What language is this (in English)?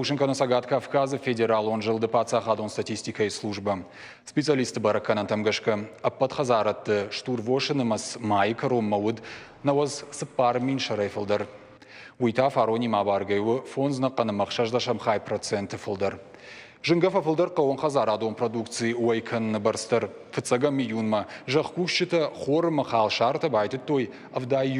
Ossetic